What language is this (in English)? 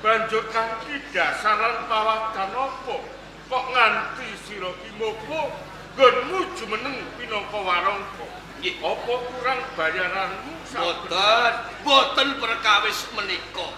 Javanese